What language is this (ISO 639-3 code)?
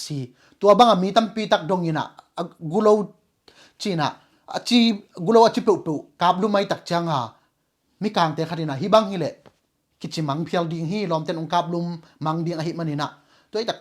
ctd